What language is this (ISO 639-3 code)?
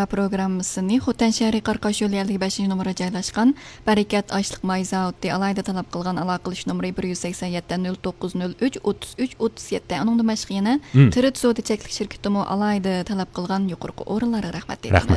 uig